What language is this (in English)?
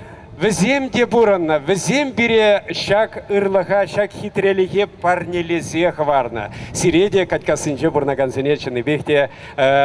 Chuvash